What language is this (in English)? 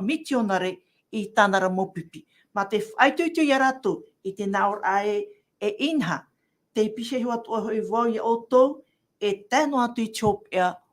Tahitian